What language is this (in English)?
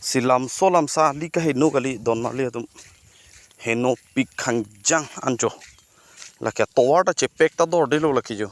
Karbi